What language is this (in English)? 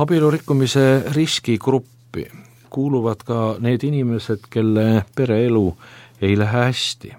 Estonian